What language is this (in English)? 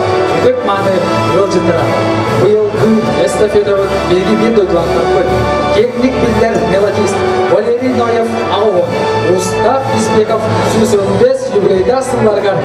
Yakut